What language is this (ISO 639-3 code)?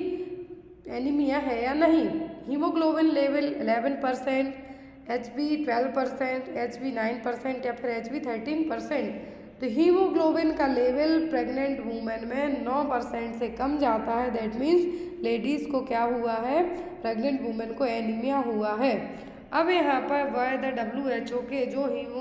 hin